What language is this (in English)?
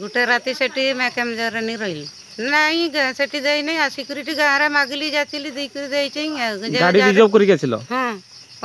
Odia